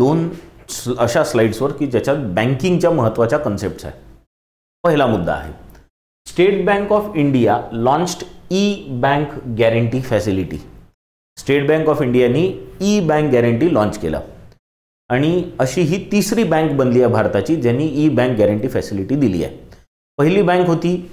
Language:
Marathi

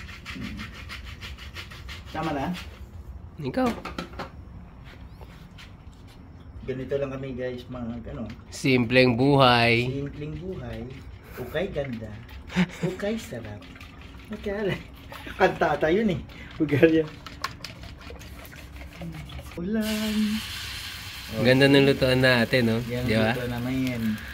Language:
Filipino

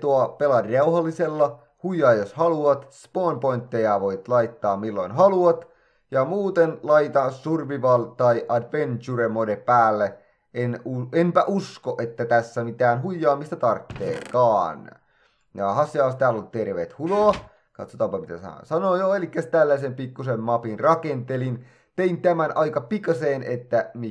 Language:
Finnish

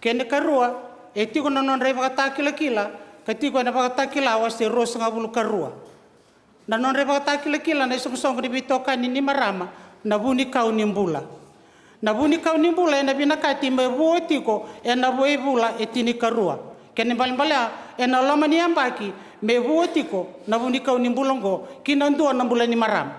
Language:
Fijian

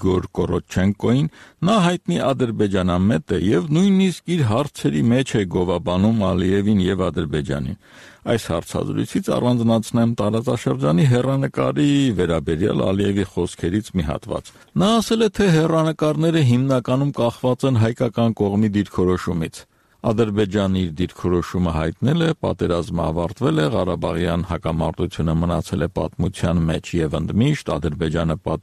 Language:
Armenian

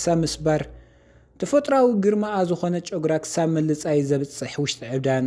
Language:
Tigrinya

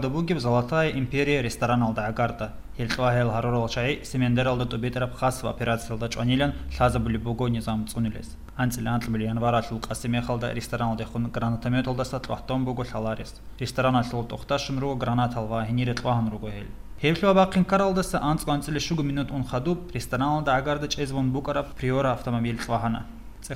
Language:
Avaric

